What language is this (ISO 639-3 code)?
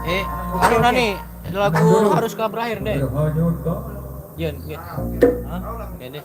sas